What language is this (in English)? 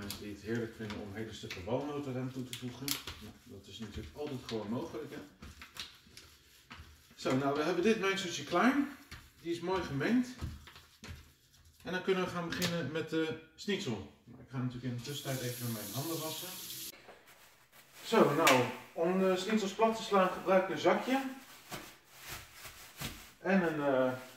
Dutch